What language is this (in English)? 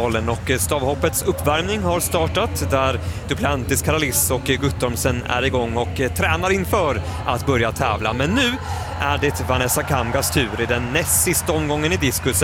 Swedish